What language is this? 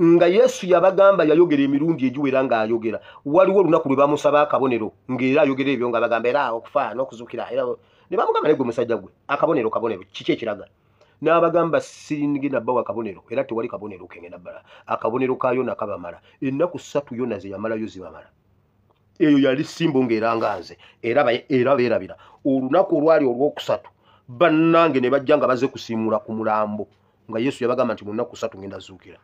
Ganda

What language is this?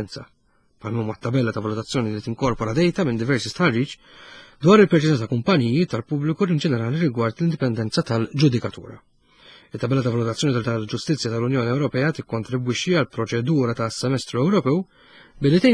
Maltese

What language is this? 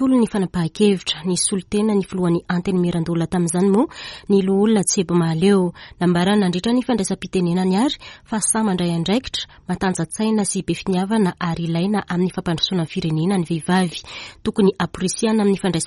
Malagasy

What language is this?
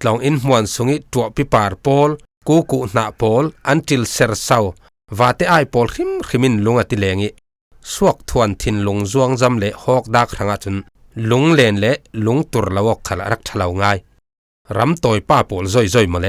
Falam Chin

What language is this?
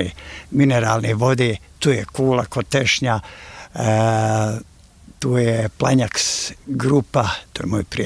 Bosnian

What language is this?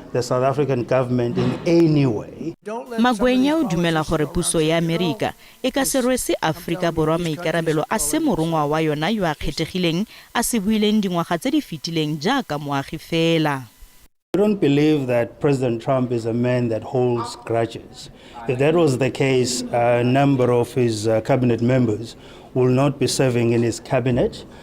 Tswana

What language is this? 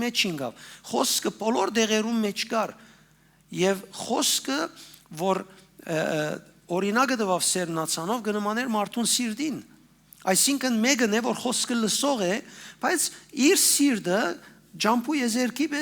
Western Armenian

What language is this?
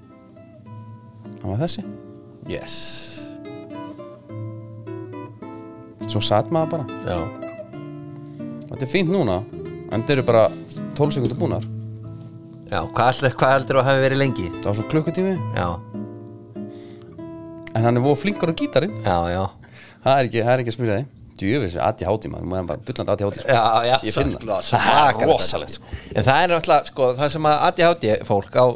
Icelandic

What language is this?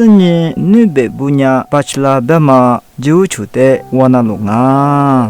Lisu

